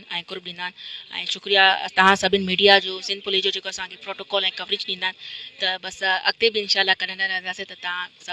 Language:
Sindhi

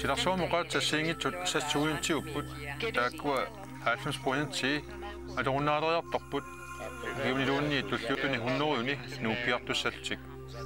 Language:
Kalaallisut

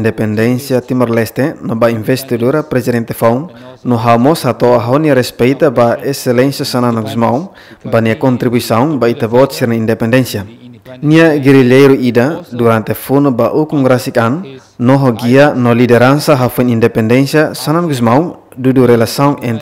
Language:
Tetum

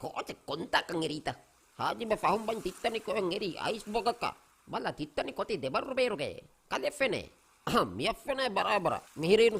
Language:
Divehi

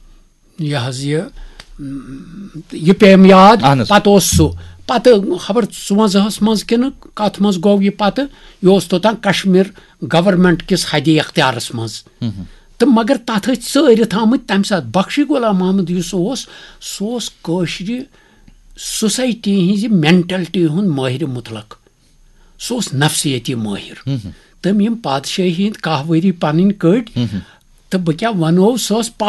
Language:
Kashmiri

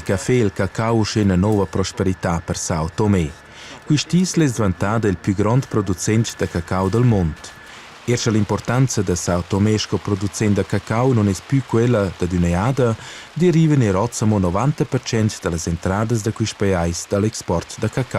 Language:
Romansh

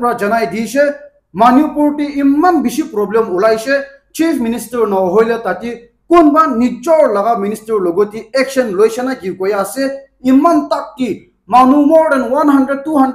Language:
Naga Pidgin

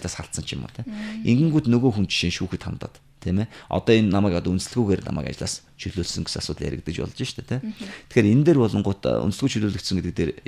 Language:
Mongolian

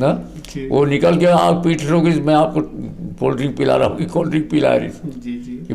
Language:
Chhattisgarhi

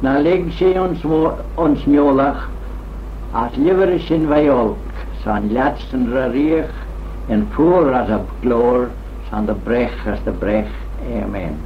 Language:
Manx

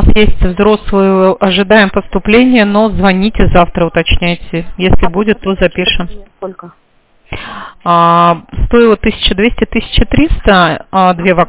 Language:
Russian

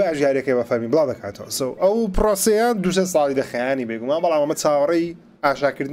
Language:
Central Kurdish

